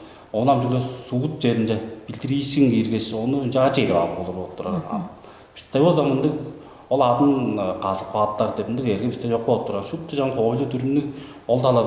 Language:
Tuvinian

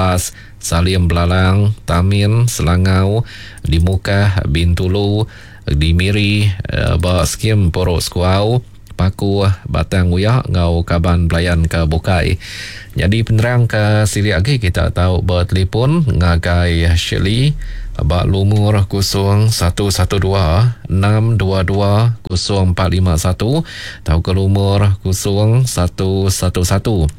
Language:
Iban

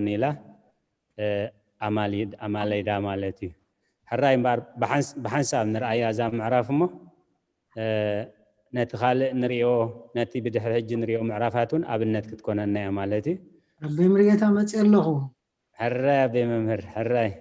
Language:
Tigrinya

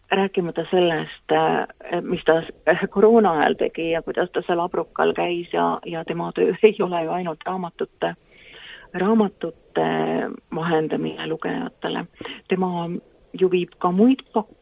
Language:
Estonian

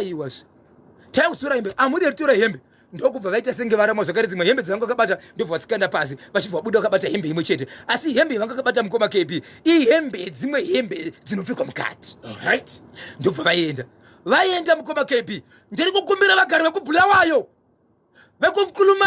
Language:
Shona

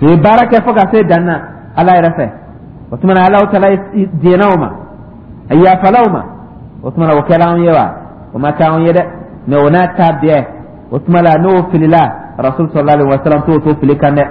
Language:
Dyula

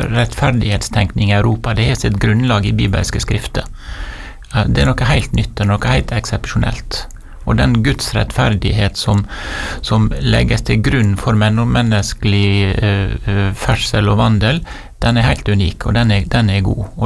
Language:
Norwegian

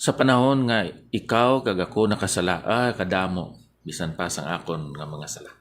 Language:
Hiligaynon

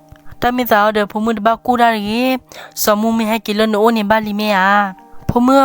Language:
S'gaw Karen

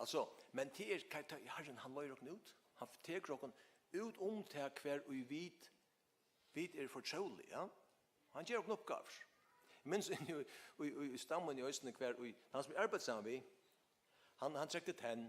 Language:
Faroese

